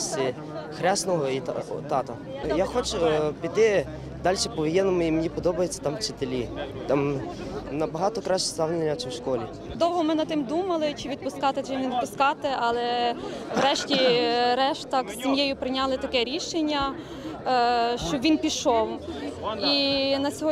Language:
Ukrainian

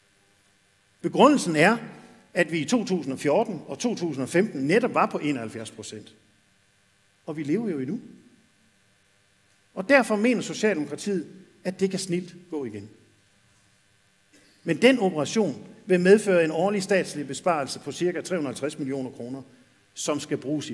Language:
Danish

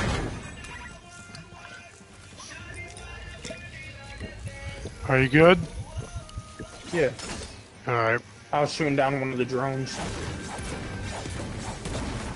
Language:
English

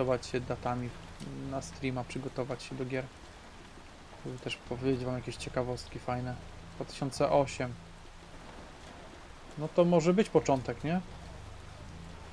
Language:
Polish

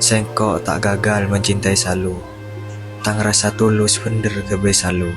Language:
Madurese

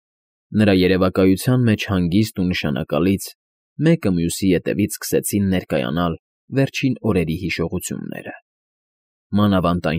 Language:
Armenian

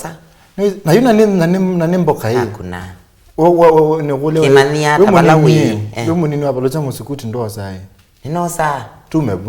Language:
Kamba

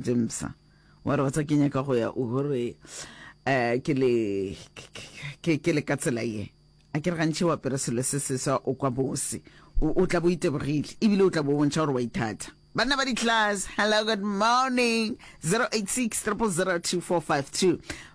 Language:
Northern Sotho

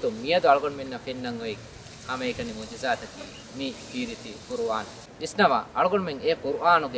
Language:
Divehi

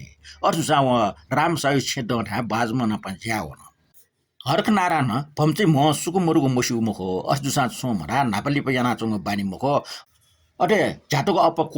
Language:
Newari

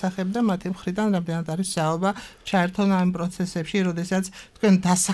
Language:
Georgian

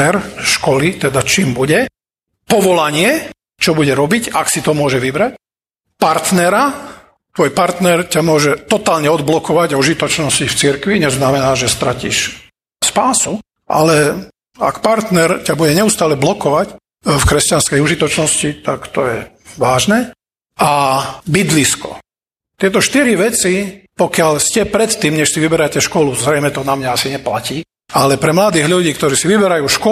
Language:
Slovak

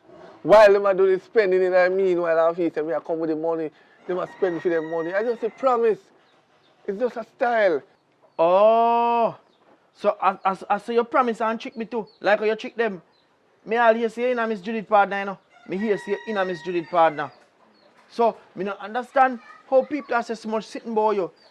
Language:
Jamaican Creole English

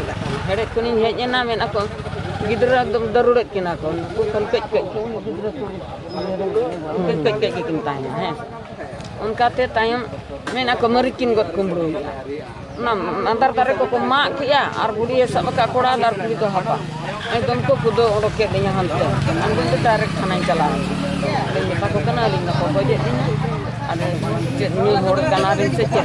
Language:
Santali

